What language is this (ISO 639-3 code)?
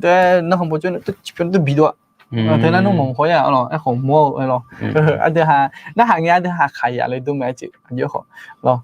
ahk